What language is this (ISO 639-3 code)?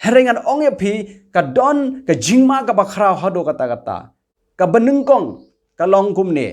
kha